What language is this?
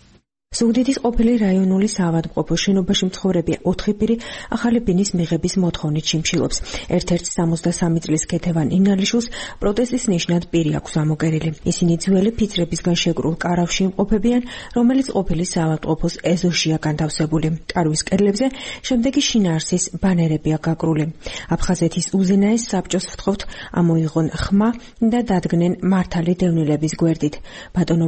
Georgian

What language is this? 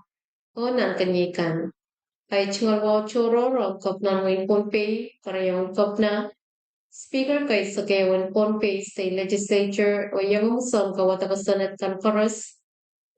Pohnpeian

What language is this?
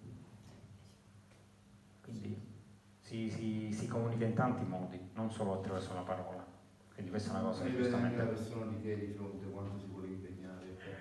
Italian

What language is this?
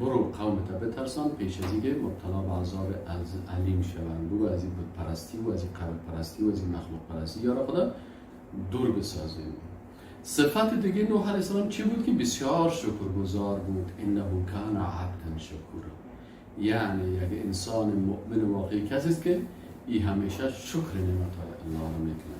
Persian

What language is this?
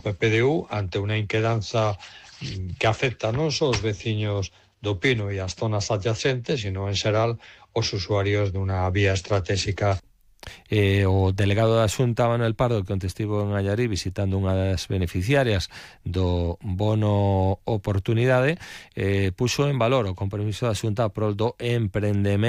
Galician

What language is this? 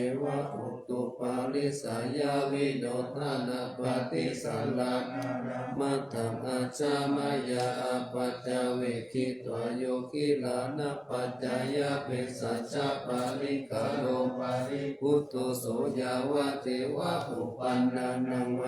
Pali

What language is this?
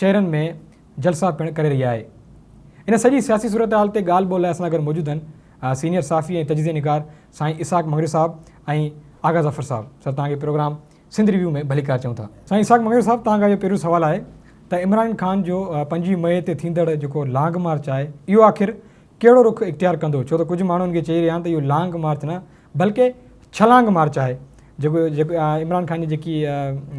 Sindhi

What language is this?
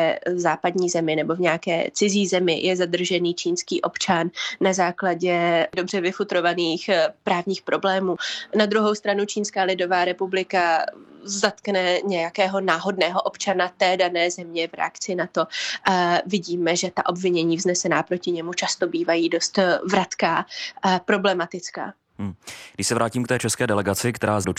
Czech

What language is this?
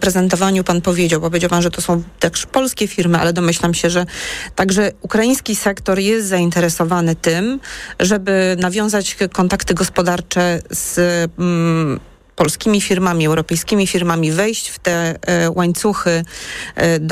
Polish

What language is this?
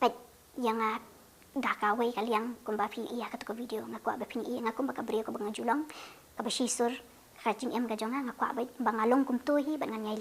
Khasi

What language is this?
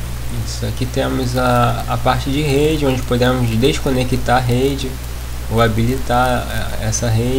Portuguese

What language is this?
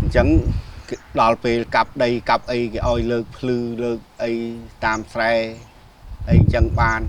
Khmer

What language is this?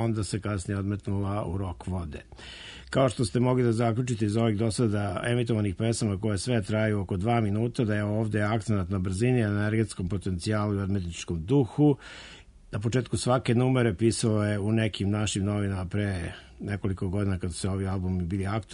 Serbian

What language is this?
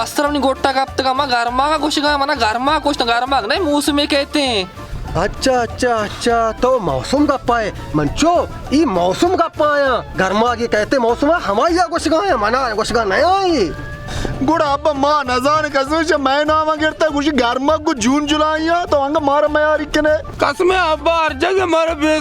Baluchi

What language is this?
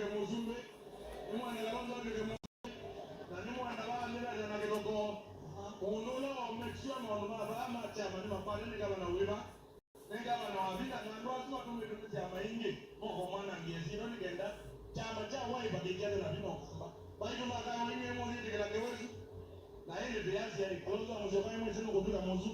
Kamba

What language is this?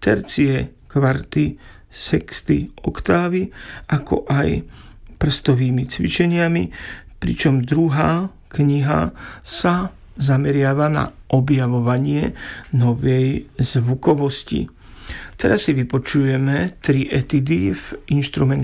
Slovak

